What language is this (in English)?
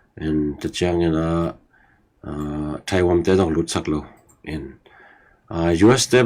Tedim Chin